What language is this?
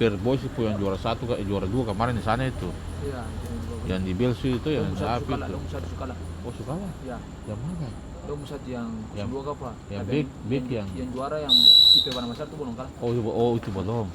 Ambonese Malay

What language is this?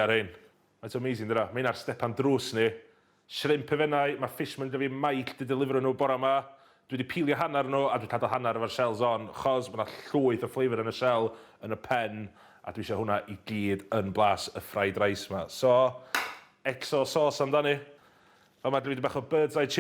Welsh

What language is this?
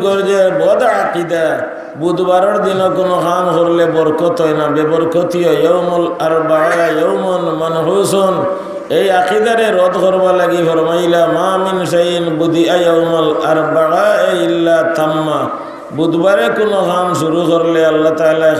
Sylheti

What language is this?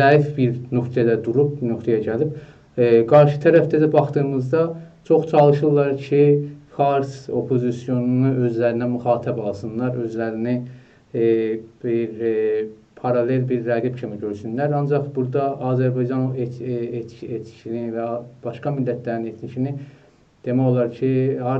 South Azerbaijani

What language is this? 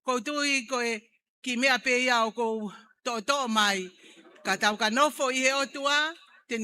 Tongan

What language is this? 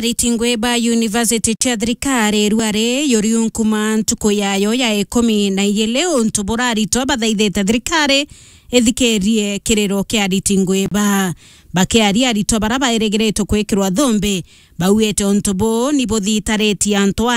Meru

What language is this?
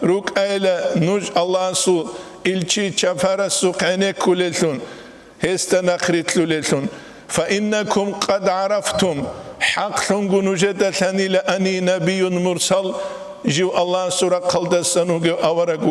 Avaric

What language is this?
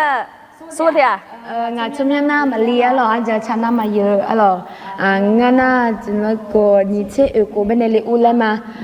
Akha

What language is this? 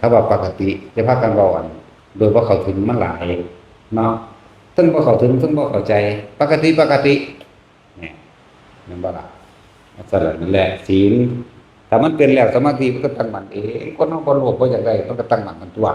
Northeastern Thai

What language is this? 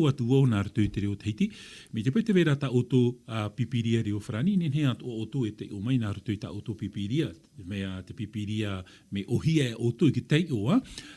Tahitian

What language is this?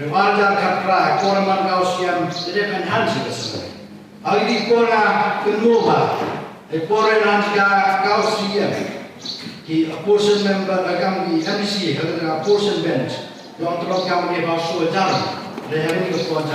Khasi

